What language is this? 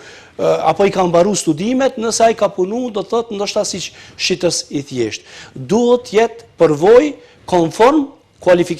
Albanian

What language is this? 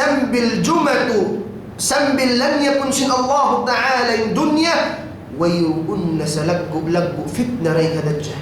Tausug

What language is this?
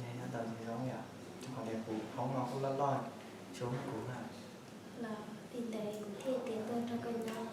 Hmong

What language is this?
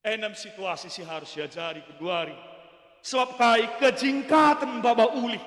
Batak Karo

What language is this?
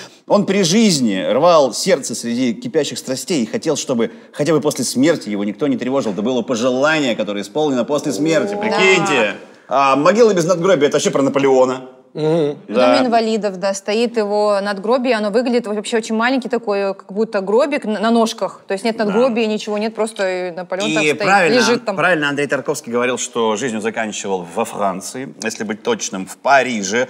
Russian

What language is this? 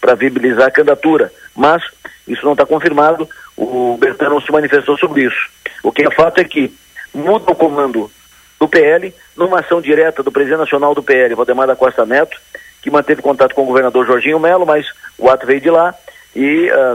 Portuguese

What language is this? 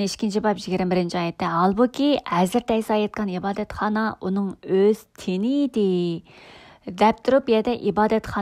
Uyghur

